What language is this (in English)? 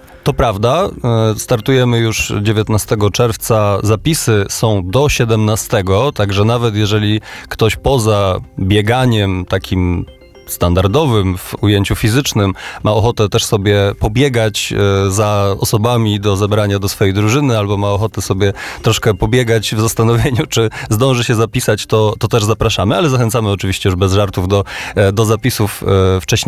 Polish